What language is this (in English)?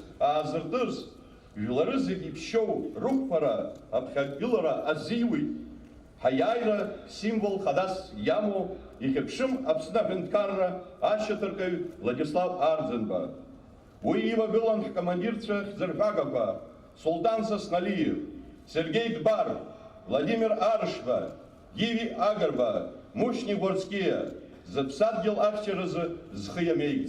Abkhazian